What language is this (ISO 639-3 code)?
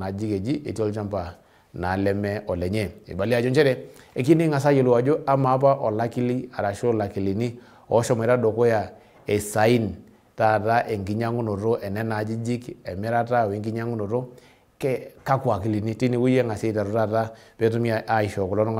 mas